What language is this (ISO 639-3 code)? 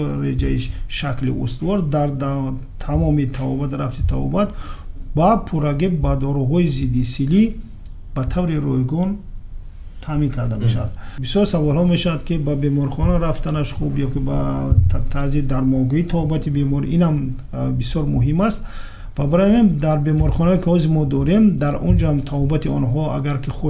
tgk